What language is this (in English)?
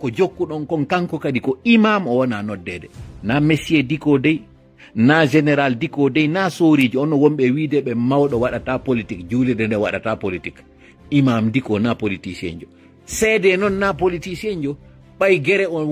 Fula